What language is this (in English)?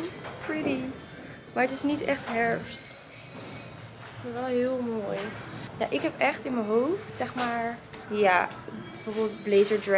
Dutch